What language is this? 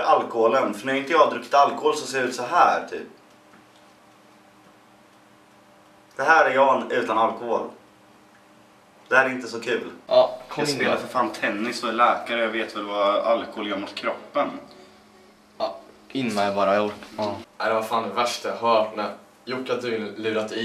Swedish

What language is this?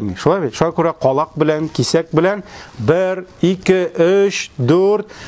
Tatar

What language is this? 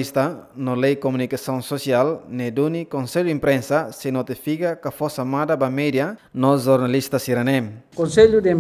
Tetum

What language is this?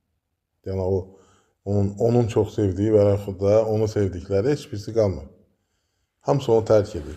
Azerbaijani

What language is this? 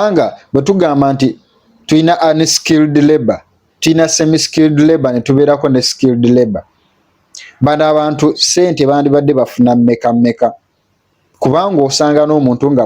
Ganda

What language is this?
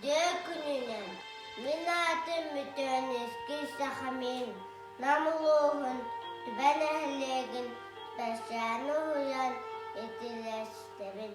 Yakut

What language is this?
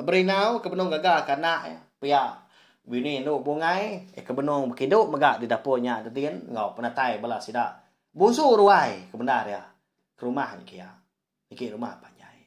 Iban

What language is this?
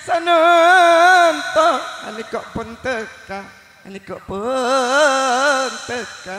Madurese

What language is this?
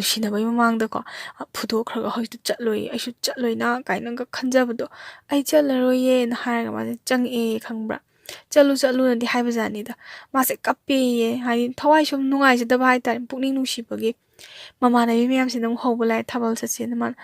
Manipuri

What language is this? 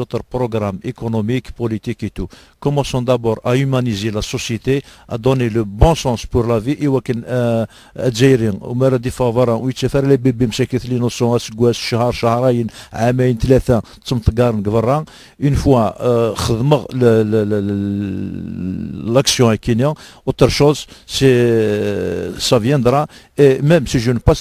Kabyle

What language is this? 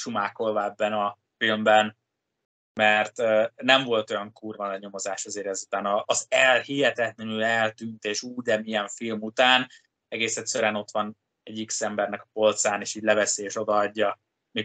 Hungarian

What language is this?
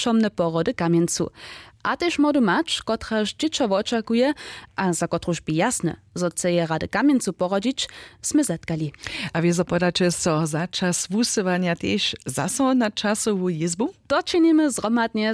Upper Sorbian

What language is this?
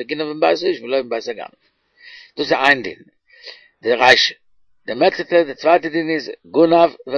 Yiddish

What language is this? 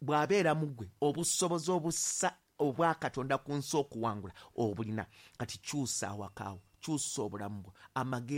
Ganda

